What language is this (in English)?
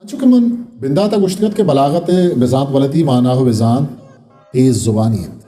Eastern Balochi